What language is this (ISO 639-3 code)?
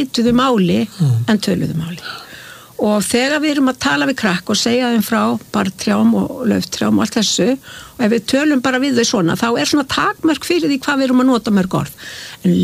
isl